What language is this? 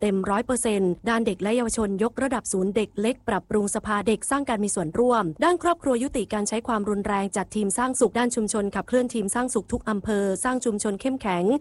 Thai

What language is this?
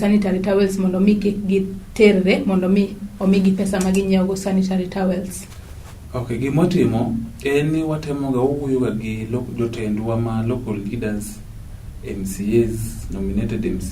Luo (Kenya and Tanzania)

